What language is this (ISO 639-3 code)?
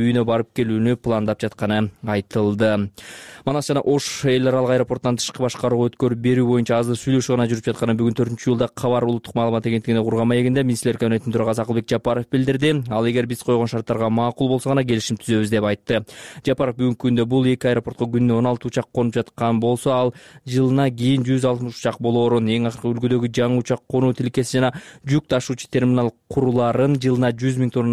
kir